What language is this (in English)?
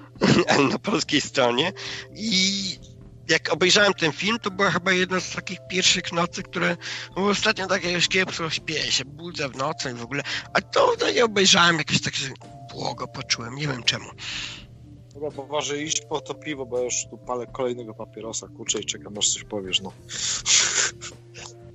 Polish